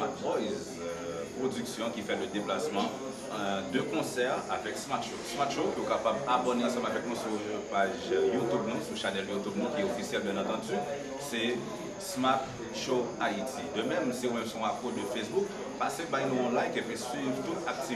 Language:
Haitian Creole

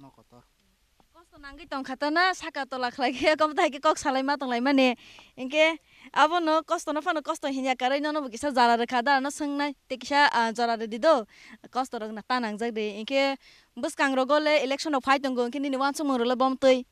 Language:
Kok Borok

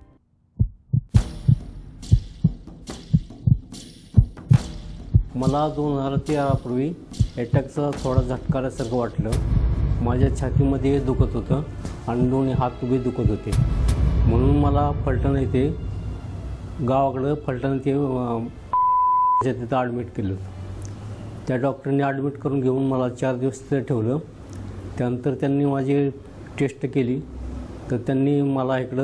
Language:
Marathi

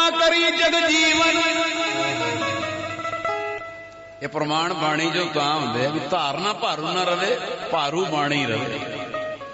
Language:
Punjabi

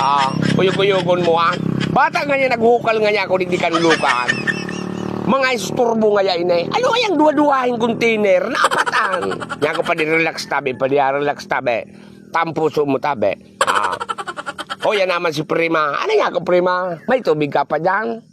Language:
Bikol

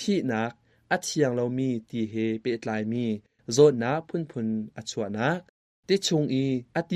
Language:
Hakha Chin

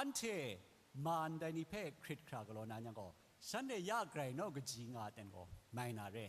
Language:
Kachin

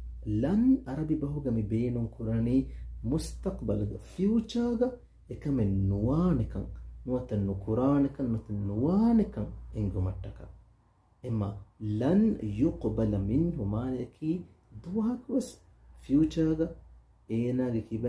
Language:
Divehi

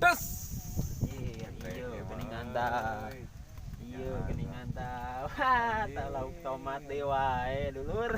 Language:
Sundanese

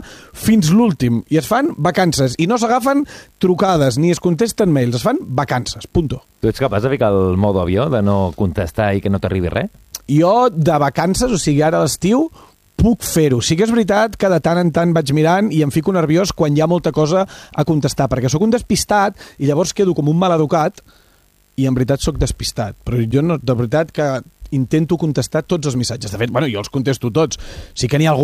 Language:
Catalan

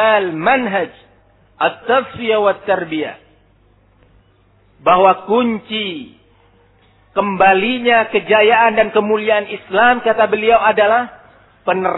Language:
Indonesian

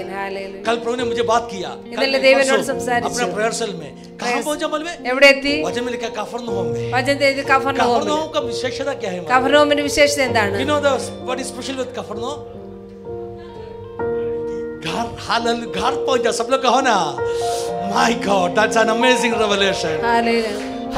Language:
Malayalam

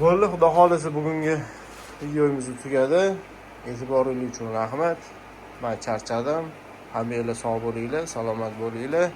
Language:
Uzbek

